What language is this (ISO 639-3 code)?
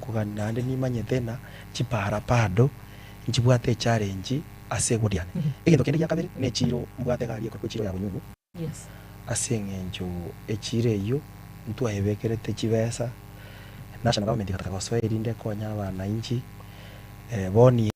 guz